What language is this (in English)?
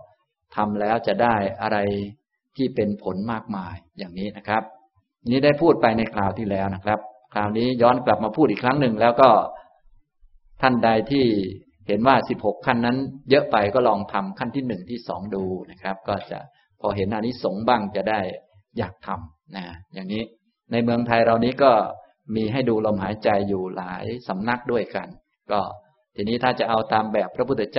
Thai